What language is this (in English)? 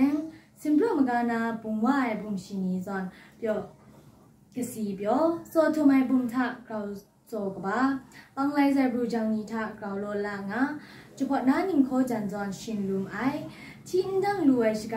Kachin